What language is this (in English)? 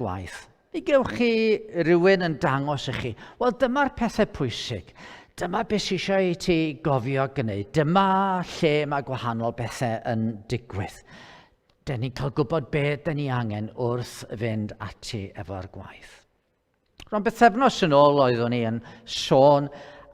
Welsh